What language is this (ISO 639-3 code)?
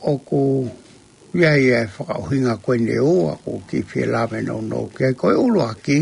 ton